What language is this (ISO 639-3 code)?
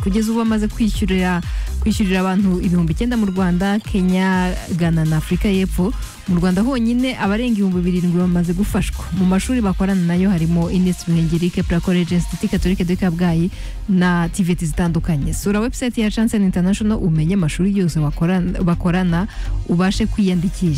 kin